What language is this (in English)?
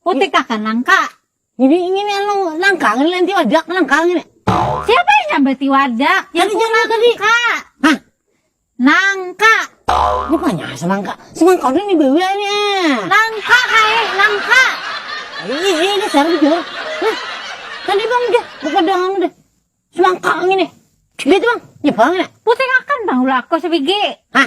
Banjar